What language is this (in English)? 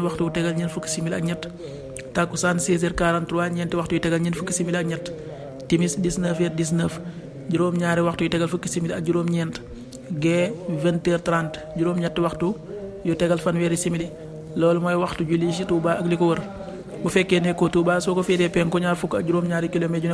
Wolof